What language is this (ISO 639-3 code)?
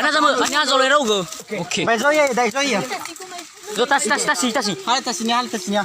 nia